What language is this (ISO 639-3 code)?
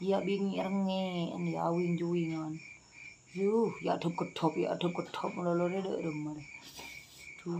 mad